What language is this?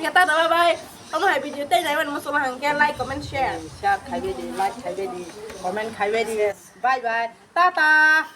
Kok Borok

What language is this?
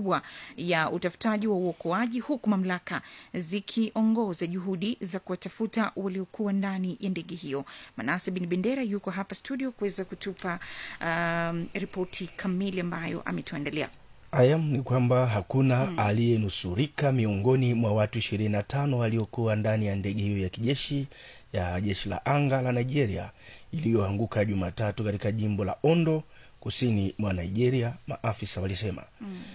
Swahili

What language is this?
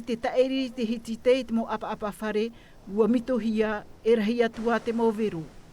Tahitian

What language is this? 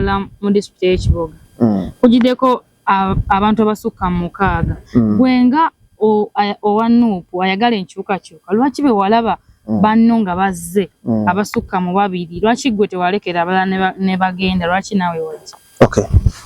Ganda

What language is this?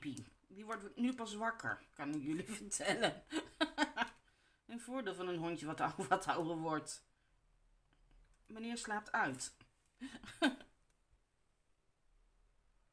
Dutch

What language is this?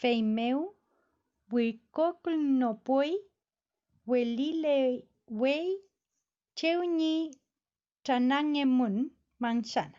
Mapuche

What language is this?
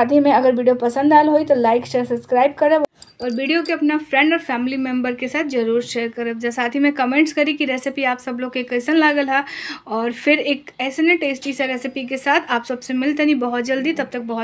Bhojpuri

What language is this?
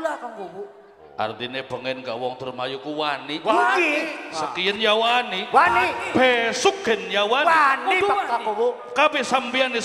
Javanese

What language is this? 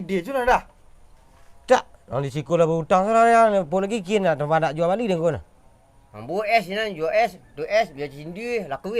Minangkabau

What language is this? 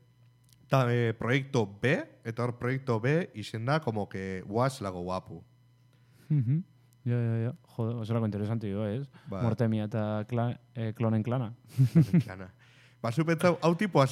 Basque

